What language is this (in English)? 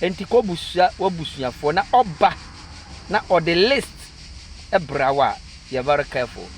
Akan